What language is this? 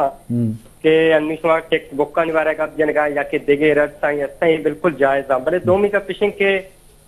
Eastern Balochi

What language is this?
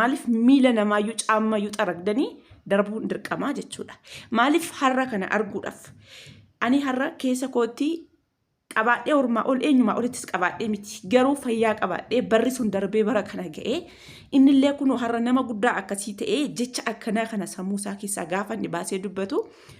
Oromo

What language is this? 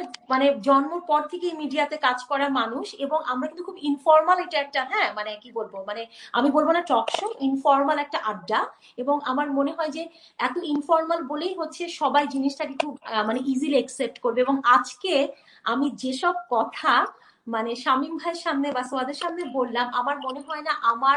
Bangla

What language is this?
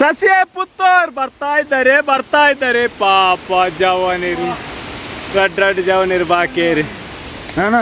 Tulu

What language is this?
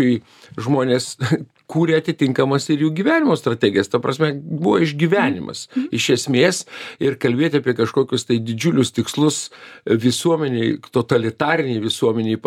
Lithuanian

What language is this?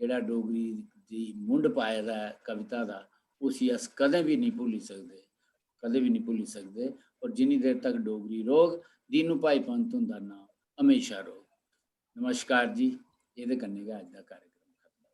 Dogri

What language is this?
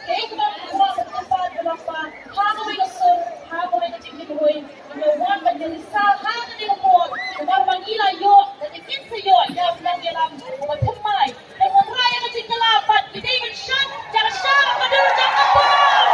Khasi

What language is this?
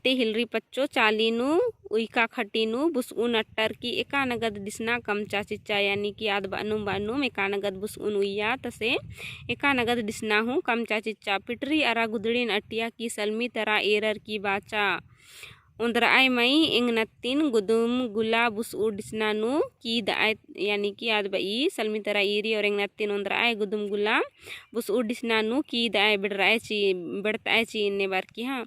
Kurukh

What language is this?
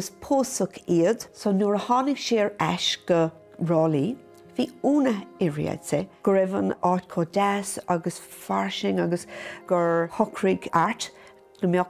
Irish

